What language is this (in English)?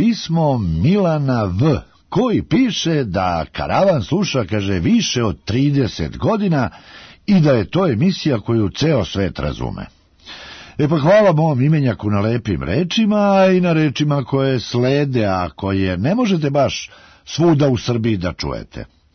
Serbian